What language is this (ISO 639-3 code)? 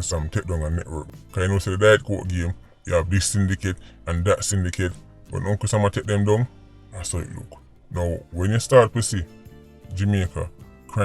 jam